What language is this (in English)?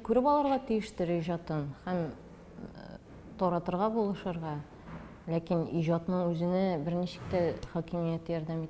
Tatar